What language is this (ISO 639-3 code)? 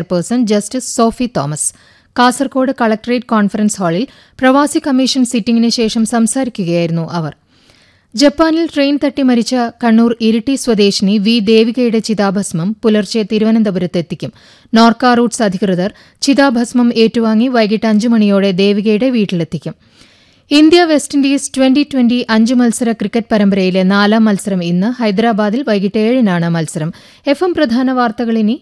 mal